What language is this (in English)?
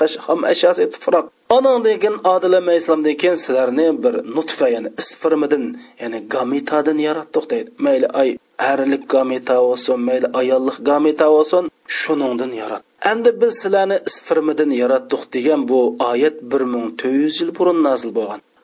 Uyghur